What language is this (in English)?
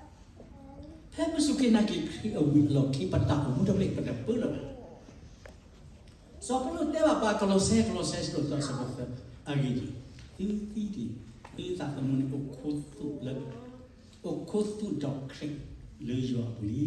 S'gaw Karen